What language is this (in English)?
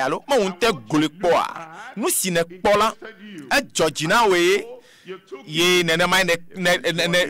Ewe